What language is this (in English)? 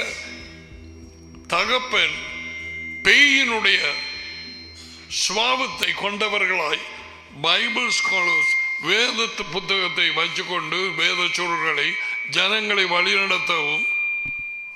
Tamil